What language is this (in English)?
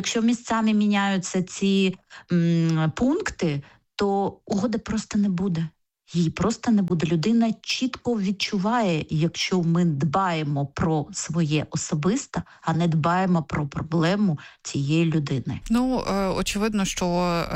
Ukrainian